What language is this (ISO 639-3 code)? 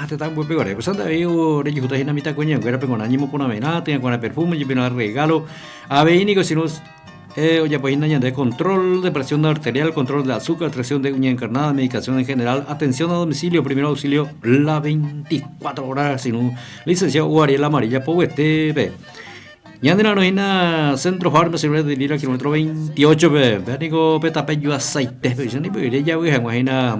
grn